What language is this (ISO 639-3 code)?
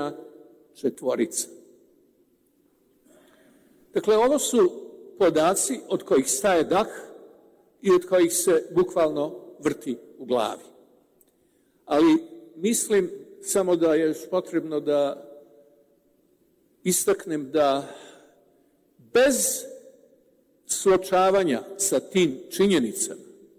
srp